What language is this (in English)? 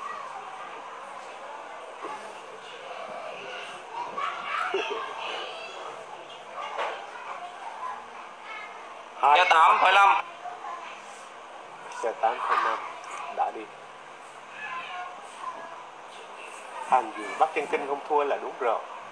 Vietnamese